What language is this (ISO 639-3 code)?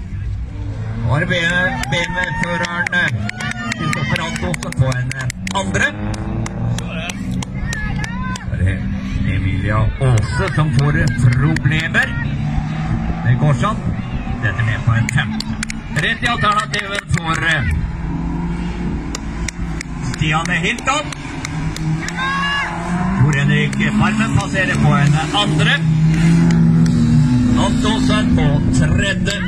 nor